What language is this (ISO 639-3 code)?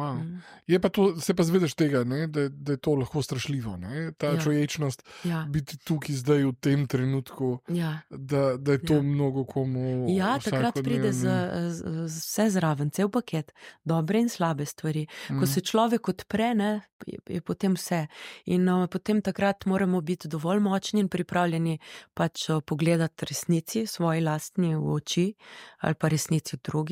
slv